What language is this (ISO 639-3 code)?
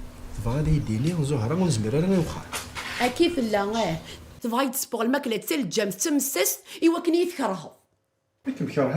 kab